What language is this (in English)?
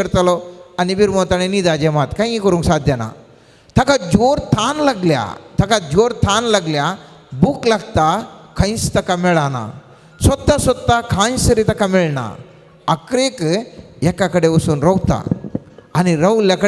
Konkani